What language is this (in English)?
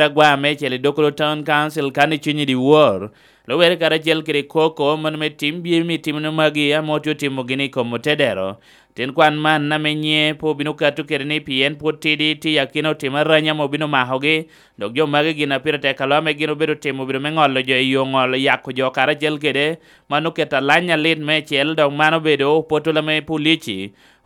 Lango (Uganda)